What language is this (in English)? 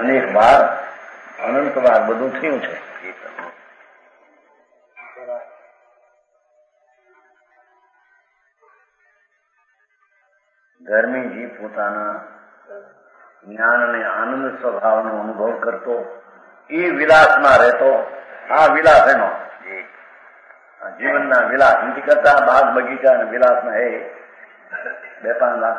Gujarati